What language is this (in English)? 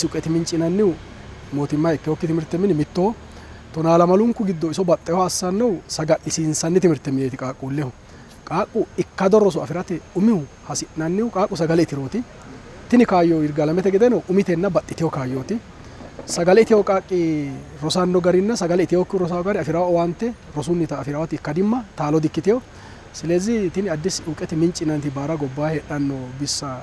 Sidamo